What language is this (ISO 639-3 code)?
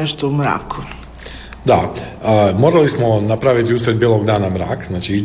hrv